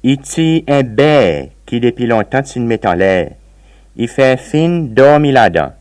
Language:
Seselwa Creole French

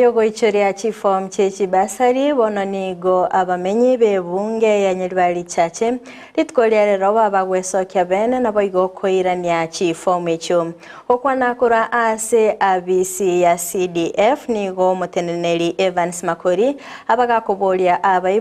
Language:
Gusii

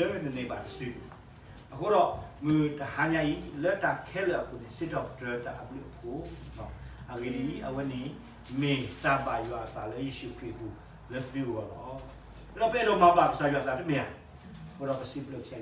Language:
S'gaw Karen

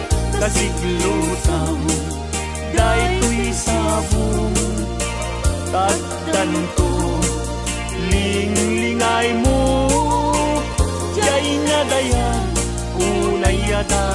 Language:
Iloko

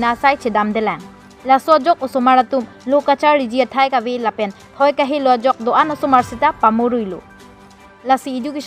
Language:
Karbi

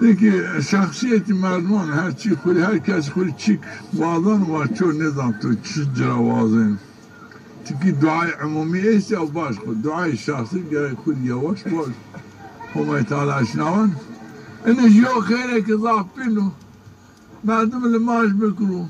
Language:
Zaza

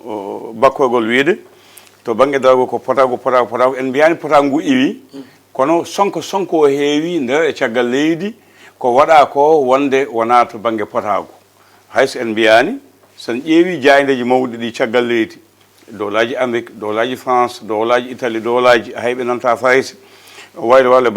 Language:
Fula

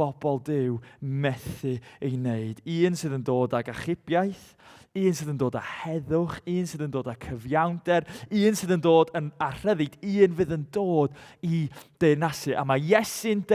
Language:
Welsh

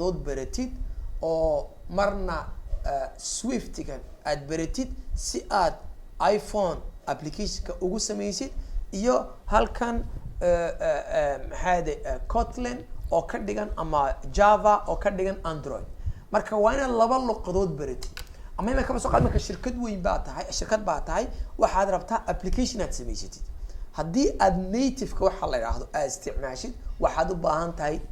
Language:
Somali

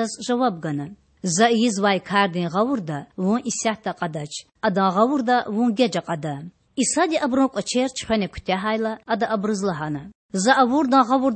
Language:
Lezghian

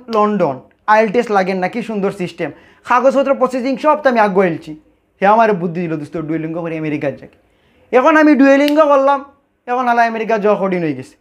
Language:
Sylheti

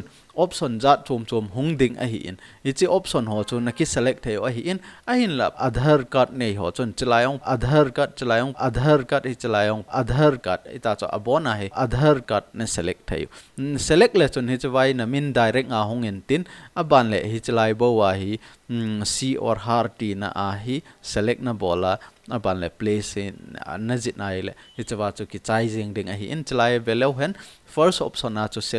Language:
Thado Chin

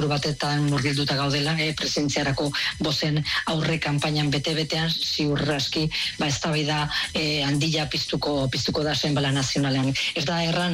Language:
Basque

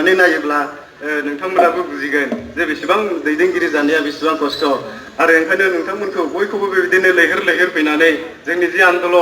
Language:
Bodo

